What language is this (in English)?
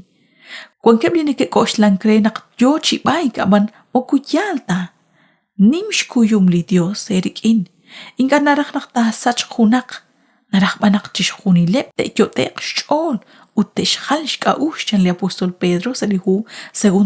Kekchí